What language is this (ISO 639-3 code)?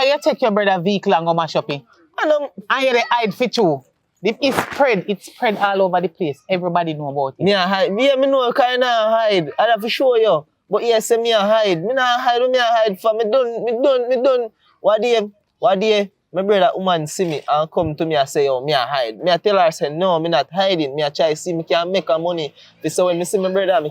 jam